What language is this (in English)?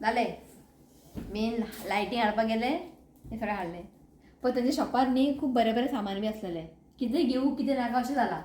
Konkani